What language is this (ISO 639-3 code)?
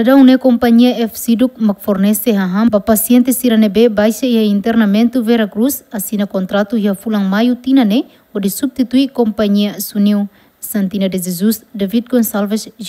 tet